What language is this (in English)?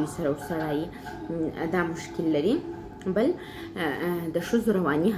Pashto